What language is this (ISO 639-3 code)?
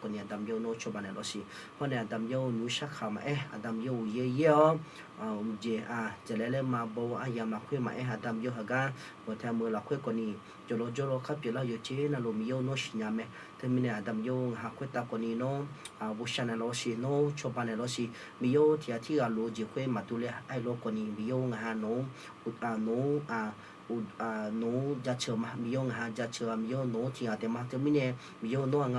ahk